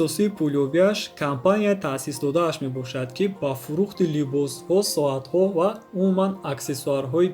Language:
Tajik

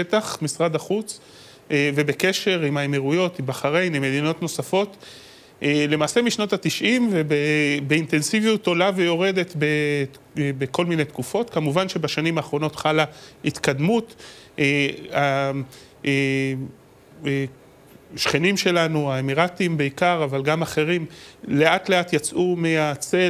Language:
Hebrew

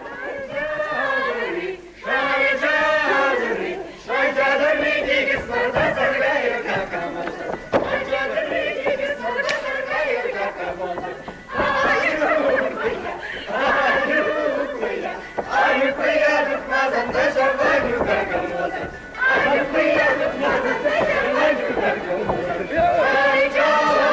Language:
Chuvash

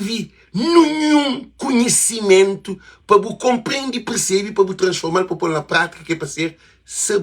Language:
Kabuverdianu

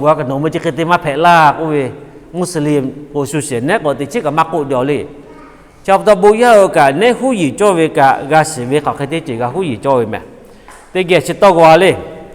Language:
Lahu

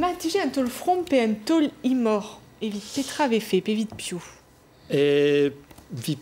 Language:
Breton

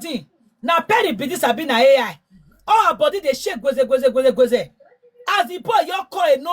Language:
Nigerian Pidgin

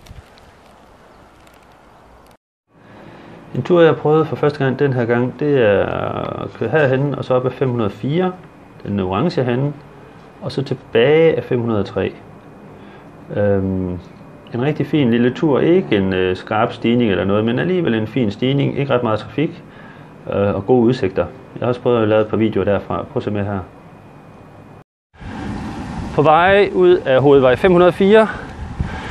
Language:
Danish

